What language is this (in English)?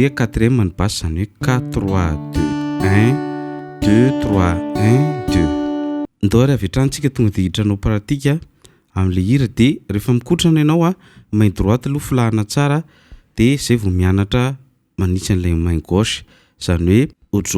Malagasy